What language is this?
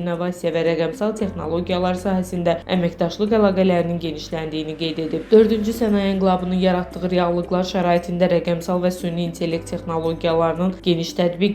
Azerbaijani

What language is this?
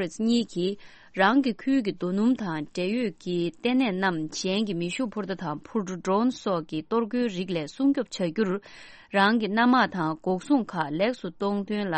Tibetan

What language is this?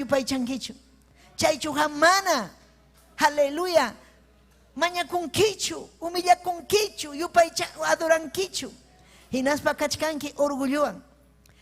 Ayacucho Quechua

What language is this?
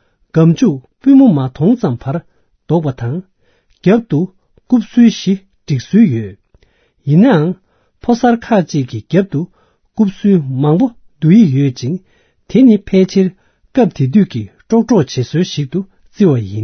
Tibetan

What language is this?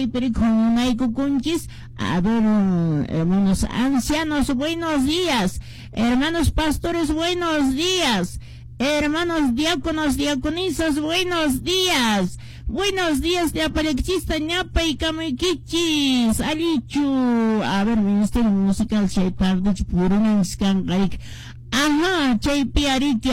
Quechua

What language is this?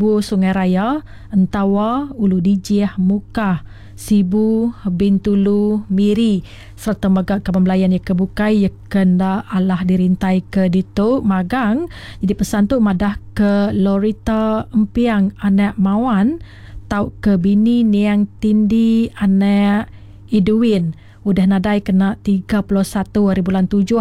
Iban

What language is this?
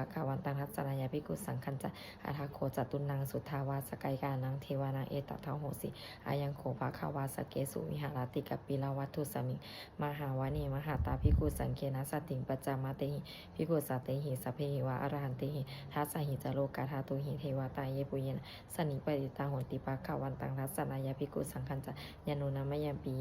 Pali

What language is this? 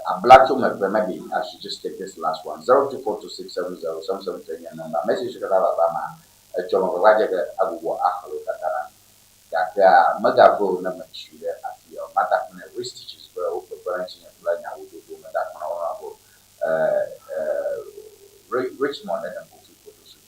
Ewe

